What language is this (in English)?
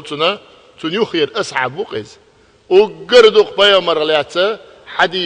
Chechen